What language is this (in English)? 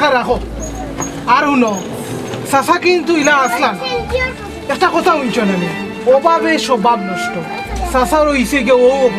Sylheti